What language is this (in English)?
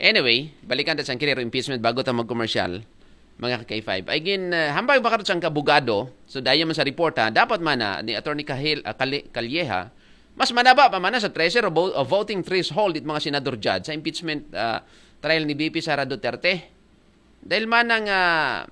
Aklanon